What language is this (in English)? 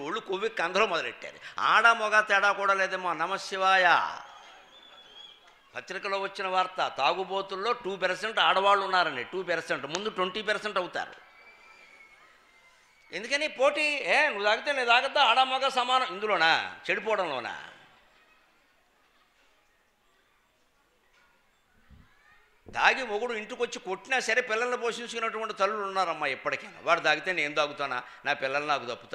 Telugu